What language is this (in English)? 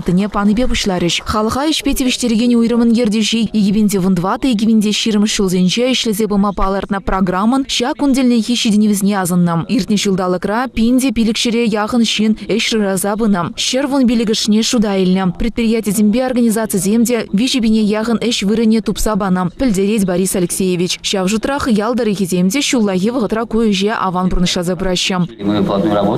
Chuvash